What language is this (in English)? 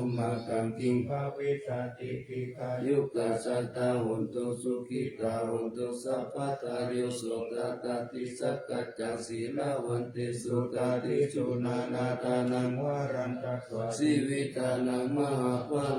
Pali